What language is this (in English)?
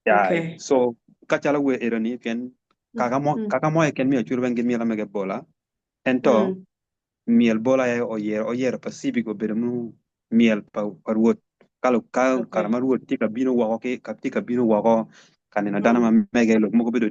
Acoli